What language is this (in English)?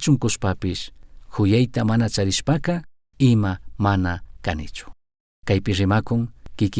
Chimborazo Highland Quichua